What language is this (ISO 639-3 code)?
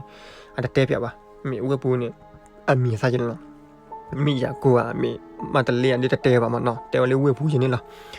ksw